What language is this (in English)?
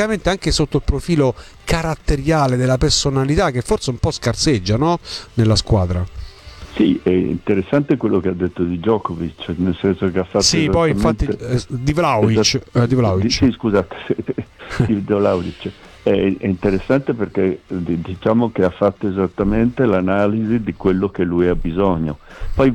Italian